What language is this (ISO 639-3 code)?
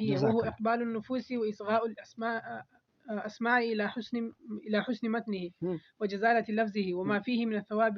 pus